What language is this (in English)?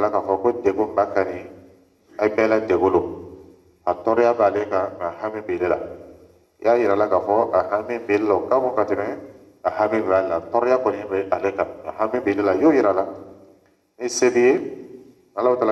Dyula